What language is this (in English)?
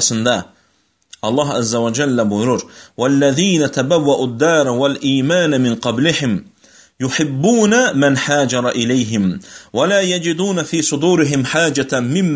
Azerbaijani